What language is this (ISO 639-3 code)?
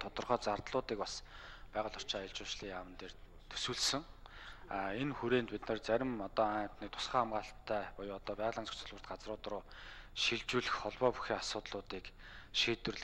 mon